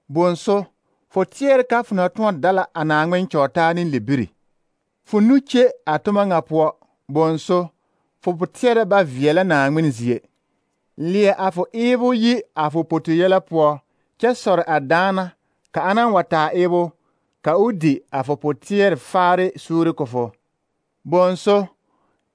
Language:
Southern Dagaare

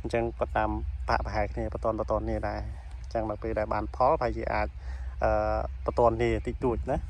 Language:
Khmer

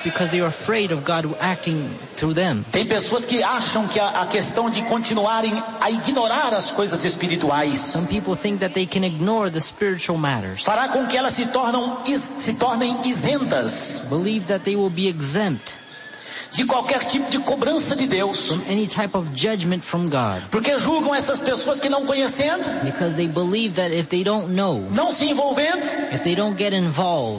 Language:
Portuguese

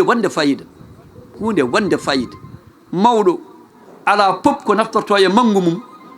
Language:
Fula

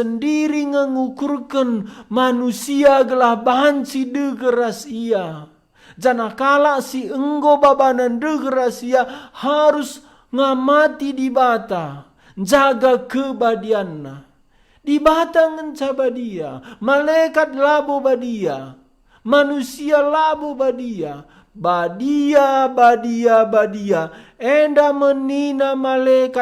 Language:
Batak Karo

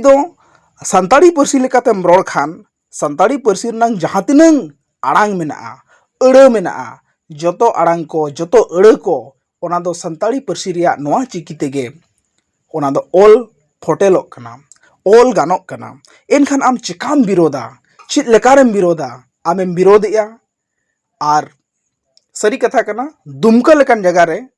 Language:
Santali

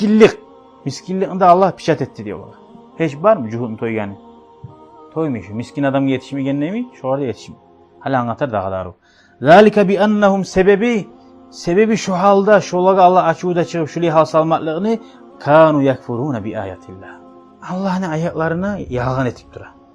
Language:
Kumyk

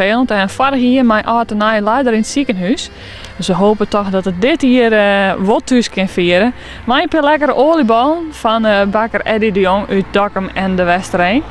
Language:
Western Frisian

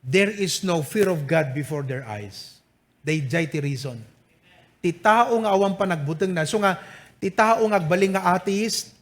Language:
Iloko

